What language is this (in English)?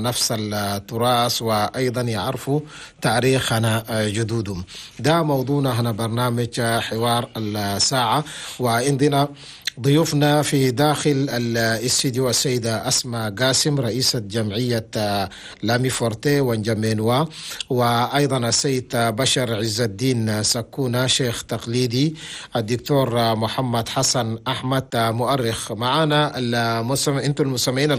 Chadian Arabic